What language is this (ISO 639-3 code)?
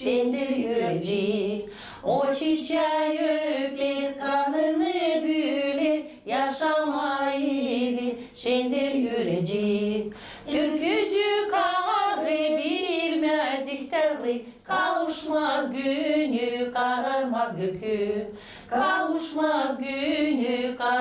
gag